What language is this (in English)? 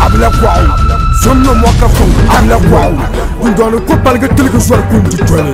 Dagbani